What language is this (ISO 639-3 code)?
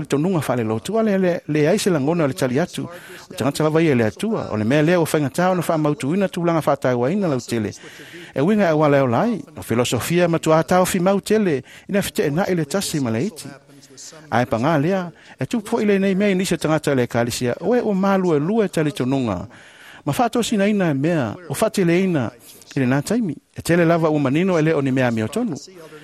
smo